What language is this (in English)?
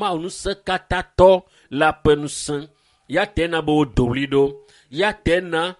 Ewe